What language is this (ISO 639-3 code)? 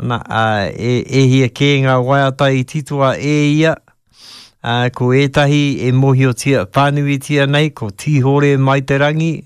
mri